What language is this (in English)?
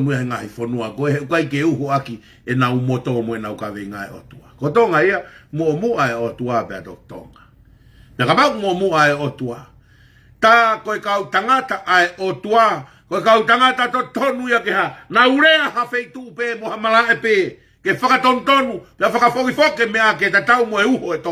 Tongan